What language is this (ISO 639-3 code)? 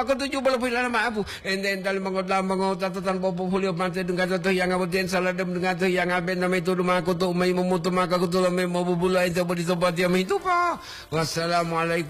gor